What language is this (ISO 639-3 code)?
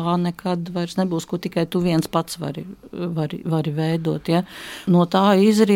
lav